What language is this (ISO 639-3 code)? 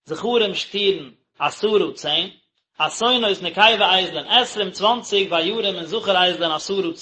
yid